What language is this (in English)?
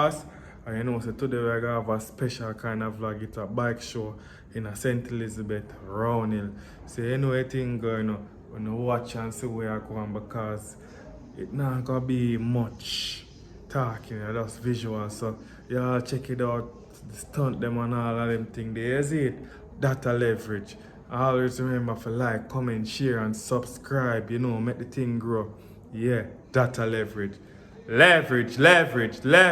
Jamaican Creole English